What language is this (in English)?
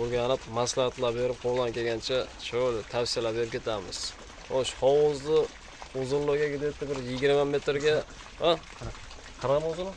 Uzbek